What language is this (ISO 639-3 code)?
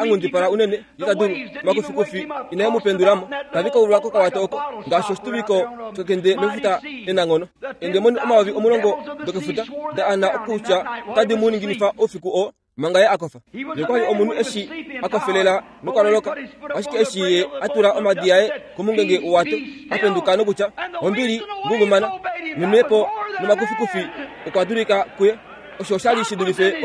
kua